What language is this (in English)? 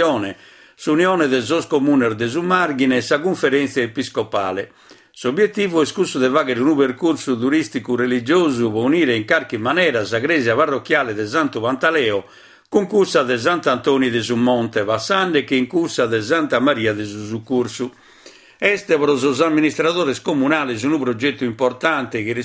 Sardinian